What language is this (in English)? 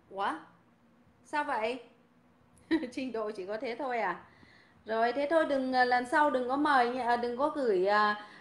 Vietnamese